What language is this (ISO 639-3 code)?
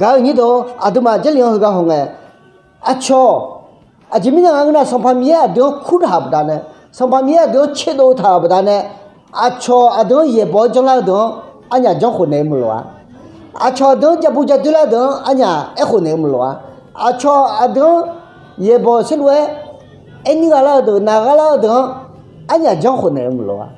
ahk